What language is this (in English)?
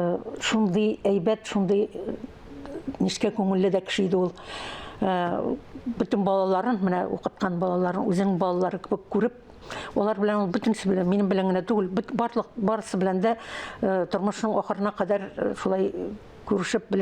Tatar